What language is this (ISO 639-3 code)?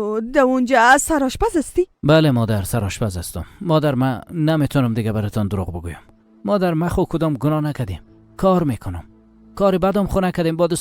fas